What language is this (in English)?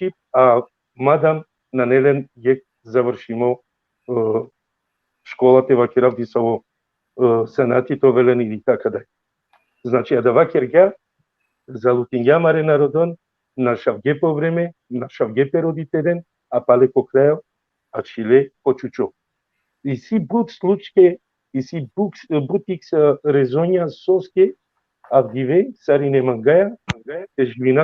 Balkan Romani